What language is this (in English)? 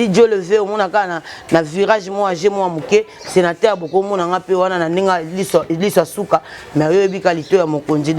Lingala